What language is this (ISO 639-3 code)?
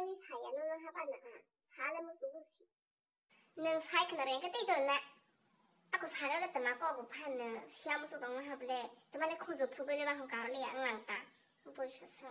trp